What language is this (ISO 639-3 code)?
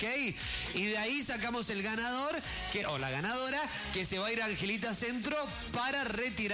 spa